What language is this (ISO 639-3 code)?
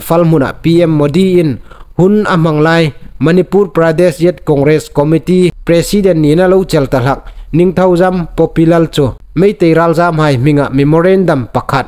hmr